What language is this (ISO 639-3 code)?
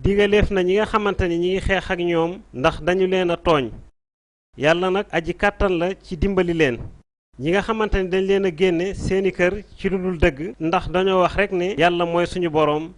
wol